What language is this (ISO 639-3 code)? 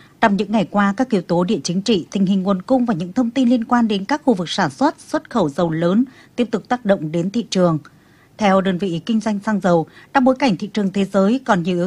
vie